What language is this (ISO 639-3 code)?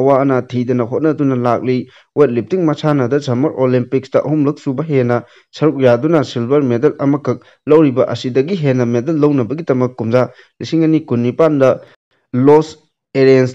mni